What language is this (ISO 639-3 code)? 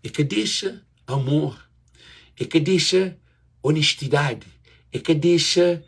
kea